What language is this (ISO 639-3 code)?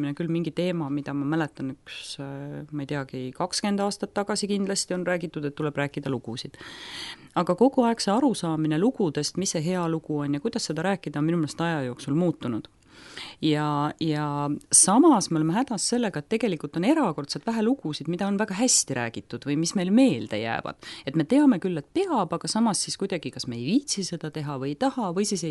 est